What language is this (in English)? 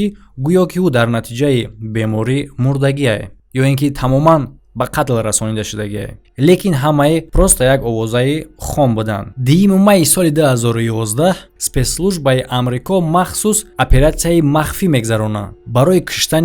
Tajik